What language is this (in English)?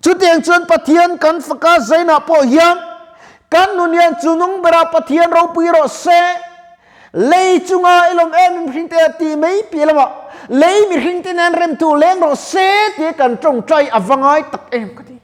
Mizo